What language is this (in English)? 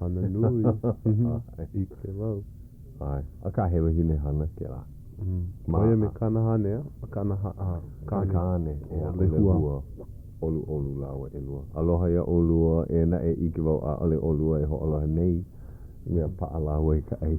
Hawaiian